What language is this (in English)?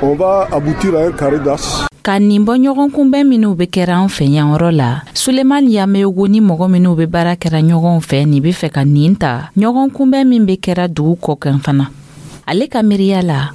Dyula